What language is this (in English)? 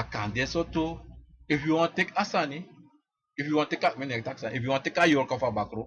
Sranan Tongo